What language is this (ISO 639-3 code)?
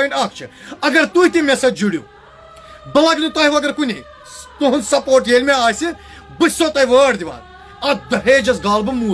kas